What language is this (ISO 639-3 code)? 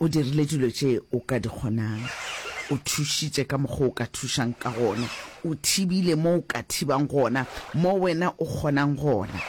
nso